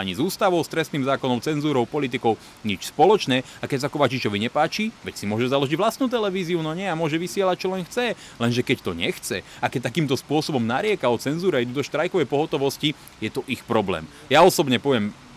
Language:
Slovak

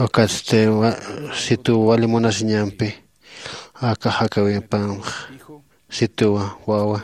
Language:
Aymara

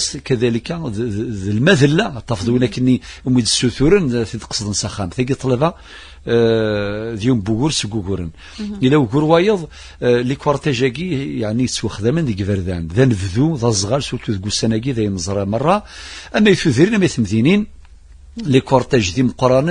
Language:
Kabyle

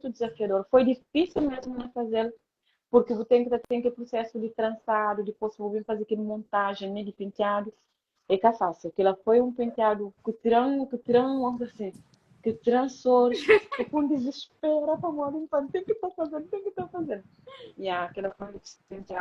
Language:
Kabuverdianu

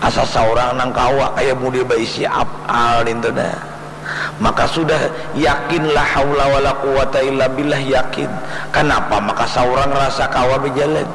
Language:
Banjar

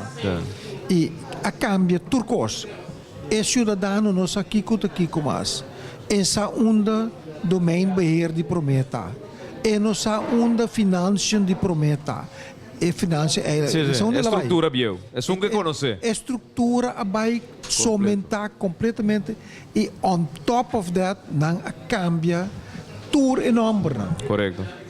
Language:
Papiamento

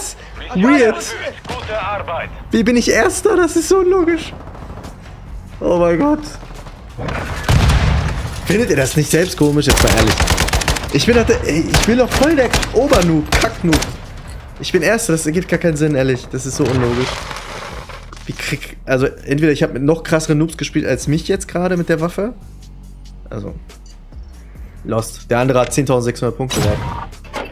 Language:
German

